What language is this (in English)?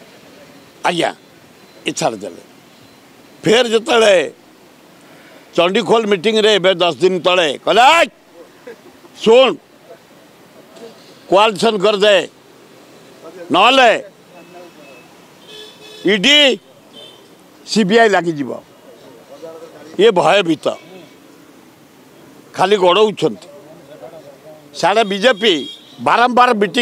Odia